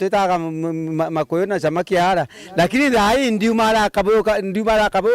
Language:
Meru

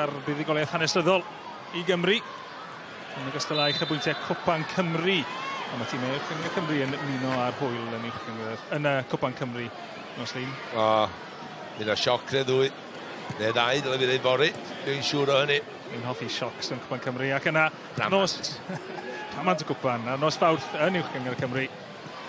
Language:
Welsh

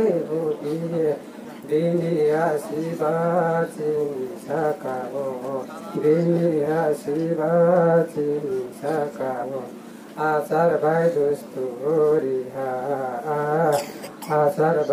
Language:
Riang (India)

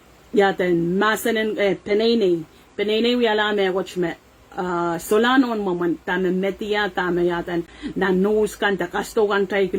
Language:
Pohnpeian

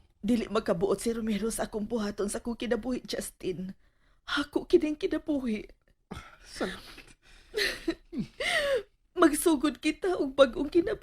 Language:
Cebuano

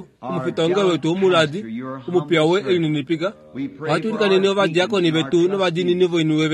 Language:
Kuanyama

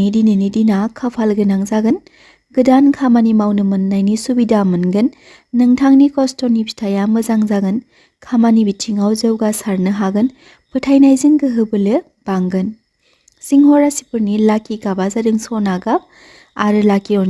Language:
Bodo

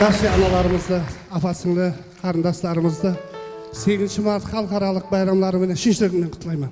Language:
Kara-Kalpak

